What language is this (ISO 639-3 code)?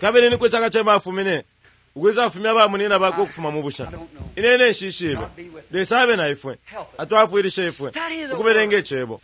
bem